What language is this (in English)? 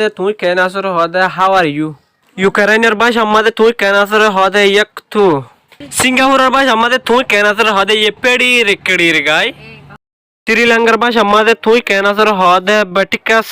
Rohingya